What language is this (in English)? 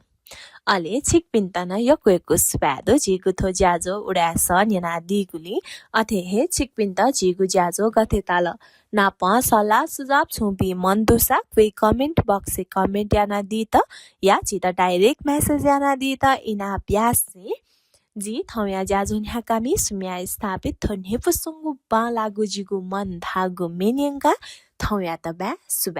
Newari